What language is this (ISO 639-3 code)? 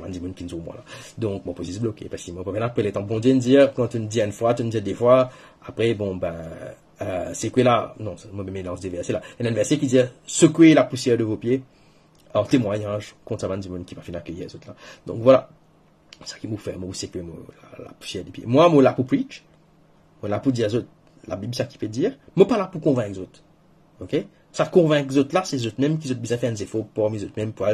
mfe